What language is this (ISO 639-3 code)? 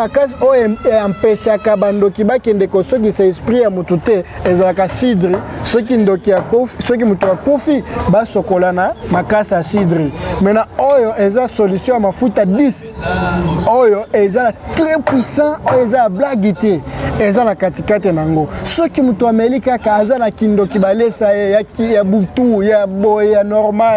lin